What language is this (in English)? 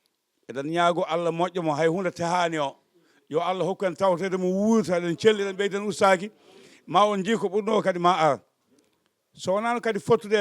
Fula